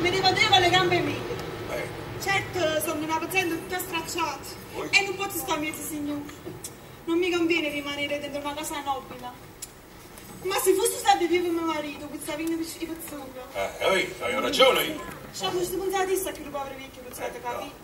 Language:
Neapolitan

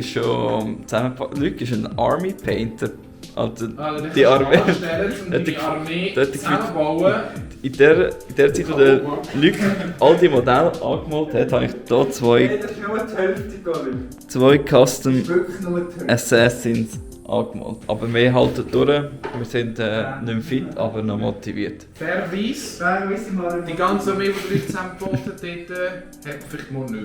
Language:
Swiss German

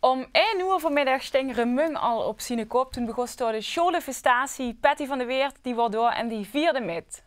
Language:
Limburgish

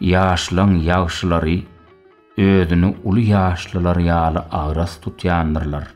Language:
Turkmen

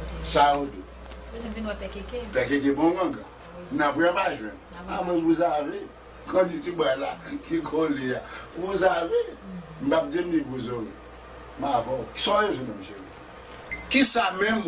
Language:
Haitian Creole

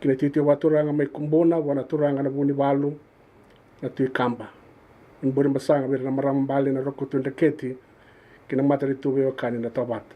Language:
Fijian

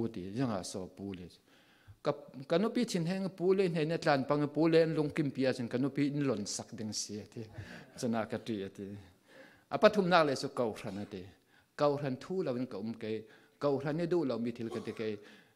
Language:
Falam Chin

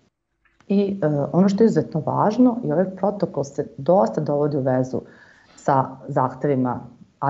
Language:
Serbian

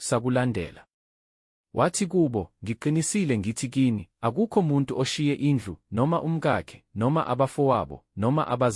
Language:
Zulu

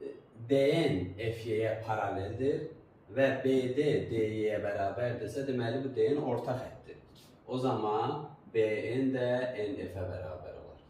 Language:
Azerbaijani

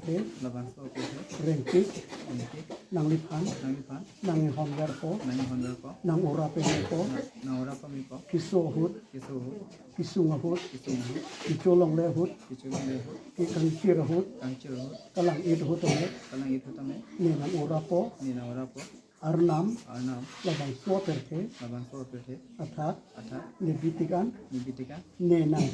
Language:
Karbi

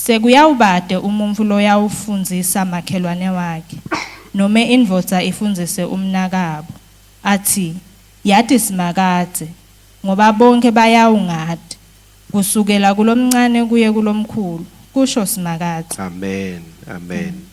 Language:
Swati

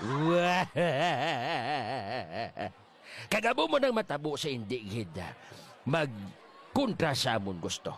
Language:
Hiligaynon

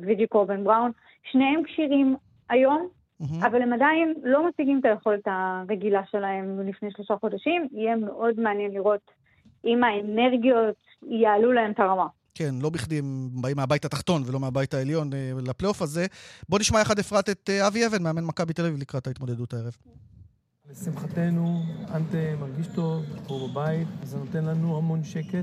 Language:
Hebrew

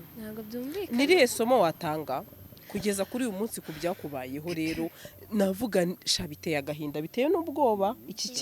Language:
Kinyarwanda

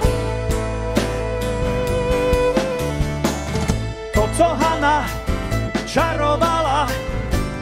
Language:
Czech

